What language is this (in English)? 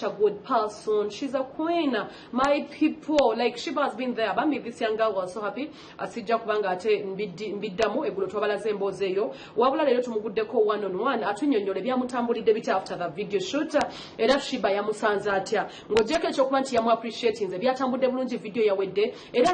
Ganda